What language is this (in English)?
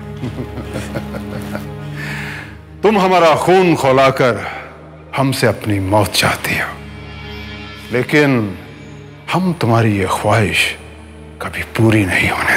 Hindi